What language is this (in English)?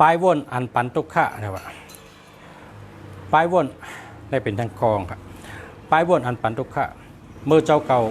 Shan